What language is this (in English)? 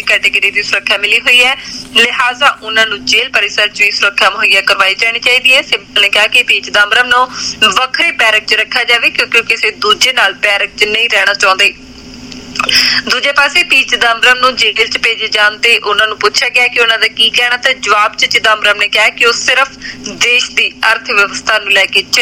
Punjabi